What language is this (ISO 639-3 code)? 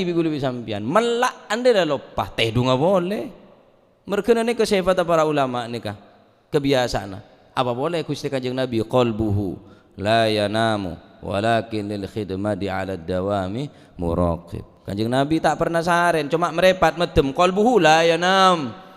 mad